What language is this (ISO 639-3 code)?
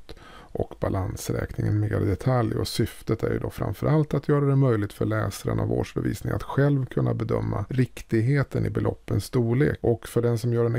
swe